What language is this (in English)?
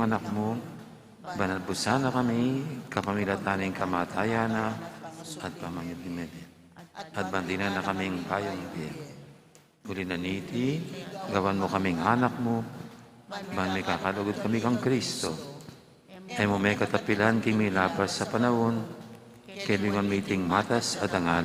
Pampanga